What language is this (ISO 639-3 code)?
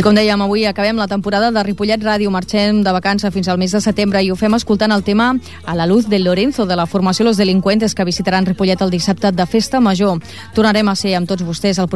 cat